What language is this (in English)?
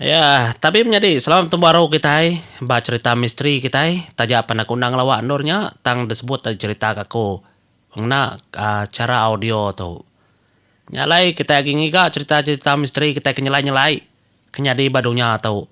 Iban